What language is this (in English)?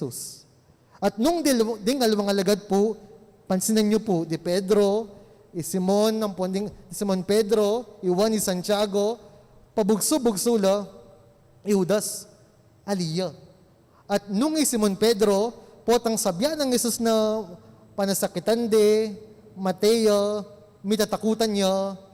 Pampanga